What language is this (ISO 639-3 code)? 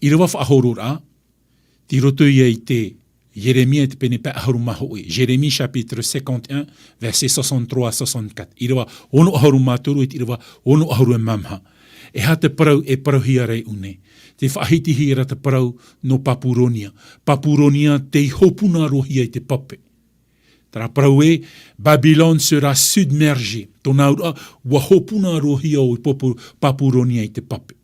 tah